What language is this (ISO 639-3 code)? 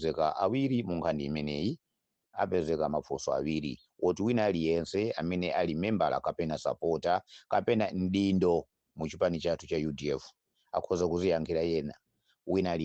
nya